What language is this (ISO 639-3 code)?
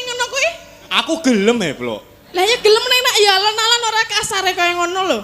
jav